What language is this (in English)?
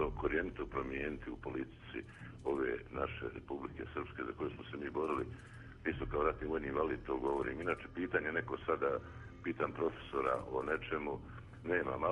Bosnian